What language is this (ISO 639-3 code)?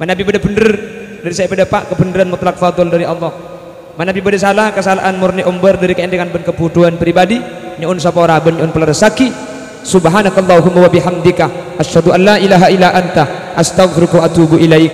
mad